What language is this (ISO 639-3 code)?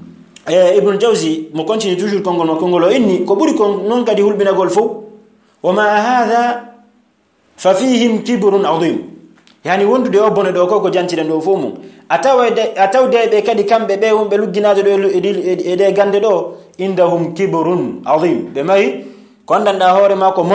ful